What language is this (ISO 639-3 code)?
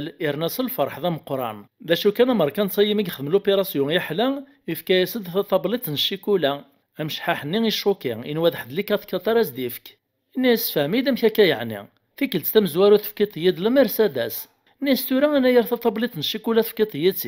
kab